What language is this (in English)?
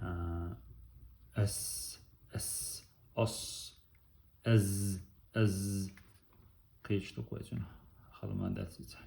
Chechen